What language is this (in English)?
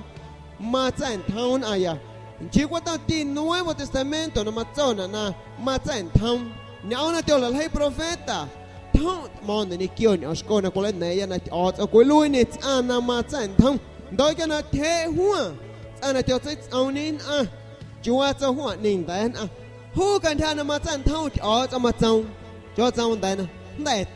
San Pedro Amuzgos Amuzgo